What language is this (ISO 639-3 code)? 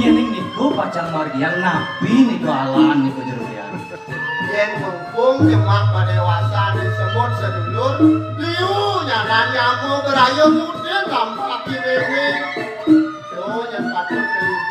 ban